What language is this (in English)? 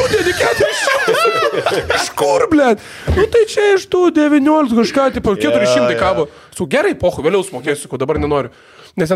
Lithuanian